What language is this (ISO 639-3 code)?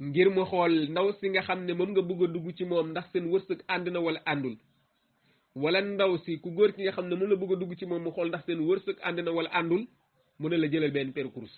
wol